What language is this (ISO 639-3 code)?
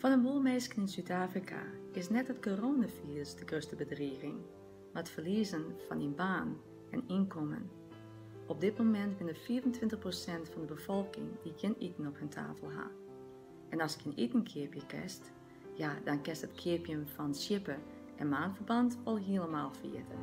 fry